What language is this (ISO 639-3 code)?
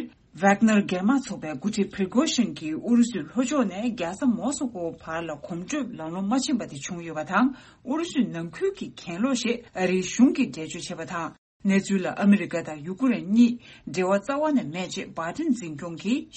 bod